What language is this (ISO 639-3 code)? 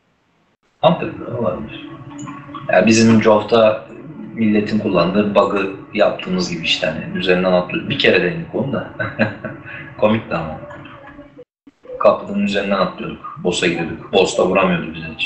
tur